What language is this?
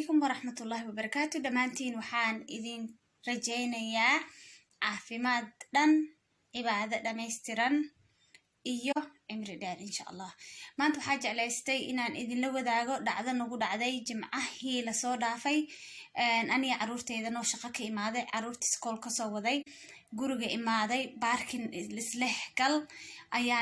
Somali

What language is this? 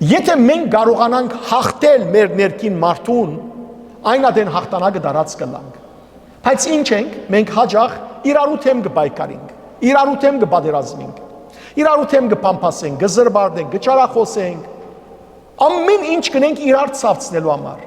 Western Armenian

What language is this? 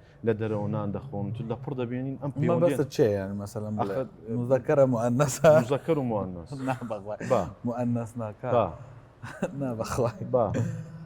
Central Kurdish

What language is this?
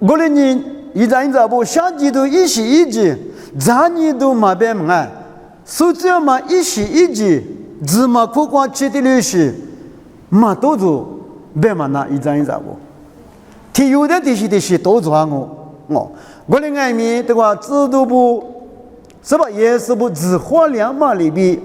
Lisu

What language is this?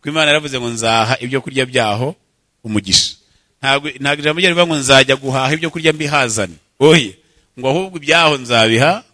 Kinyarwanda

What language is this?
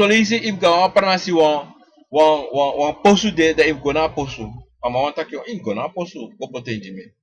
Sranan Tongo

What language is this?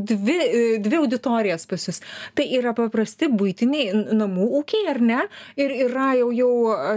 Lithuanian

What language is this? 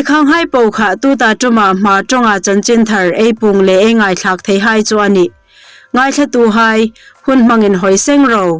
Hmar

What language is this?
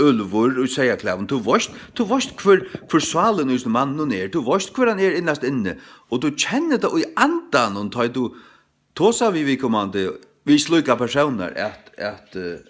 Faroese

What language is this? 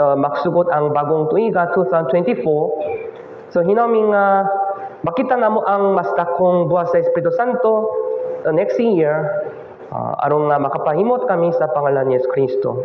Cebuano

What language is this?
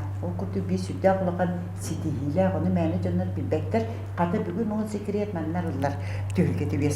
Yakut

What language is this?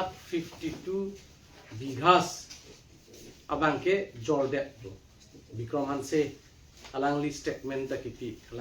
Karbi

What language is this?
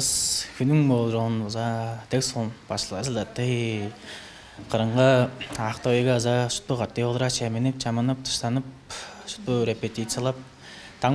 Tuvinian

